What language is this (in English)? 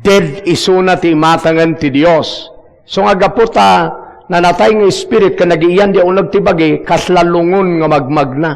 Iloko